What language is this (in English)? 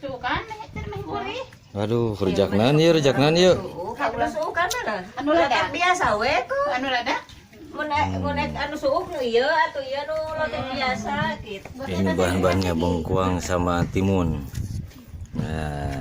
Sundanese